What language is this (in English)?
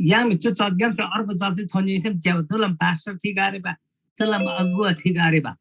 Eastern Tamang